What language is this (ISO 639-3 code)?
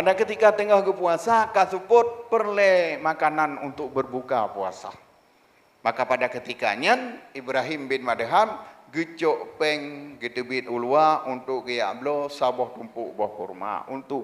ace